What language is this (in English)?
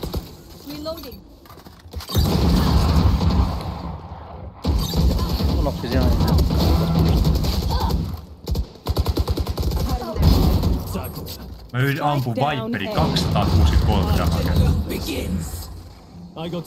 Finnish